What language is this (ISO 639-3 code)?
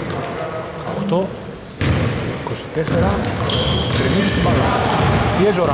ell